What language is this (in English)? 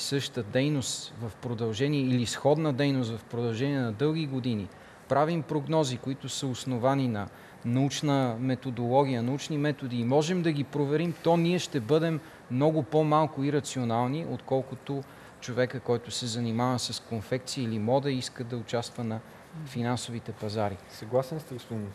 Bulgarian